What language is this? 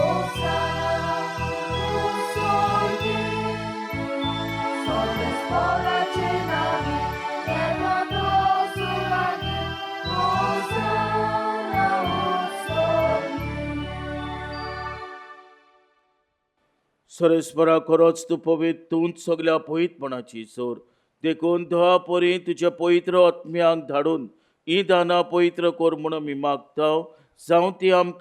Konkani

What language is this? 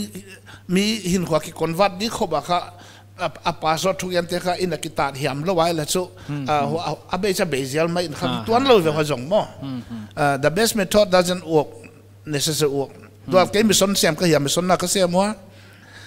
Paite Chin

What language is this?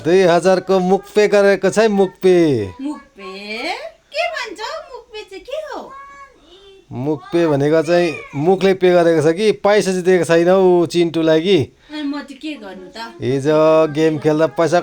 Nepali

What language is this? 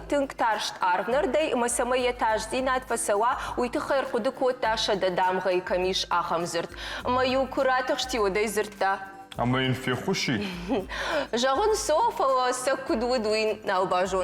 Ossetic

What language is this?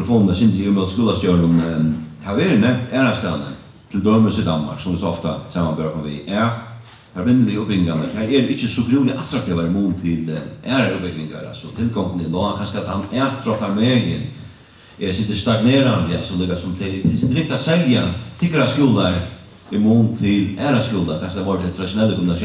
Faroese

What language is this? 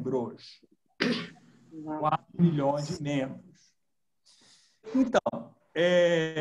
Portuguese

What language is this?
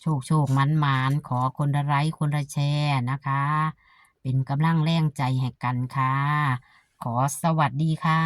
Northeastern Thai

